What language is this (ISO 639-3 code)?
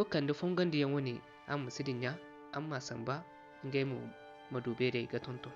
dje